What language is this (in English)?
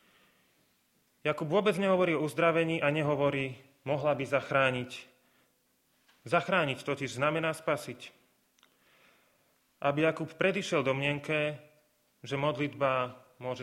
Slovak